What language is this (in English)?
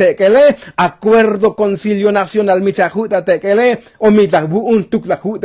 Tzotzil